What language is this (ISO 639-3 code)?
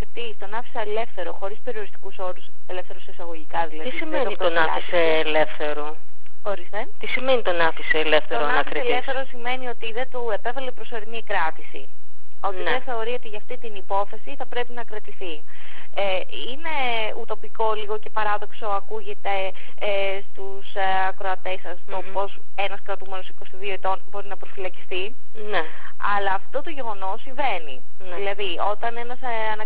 ell